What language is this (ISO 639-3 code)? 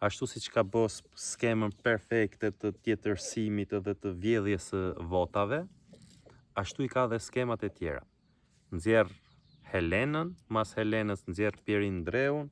sqi